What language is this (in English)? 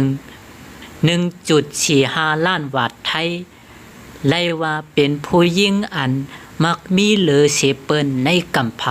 Shan